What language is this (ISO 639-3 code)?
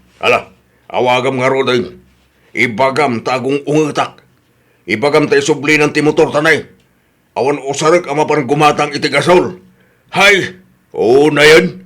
ilo